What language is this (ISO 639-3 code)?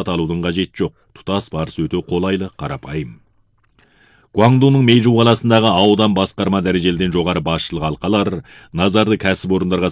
kaz